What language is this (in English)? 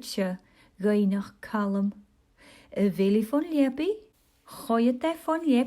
Scottish Gaelic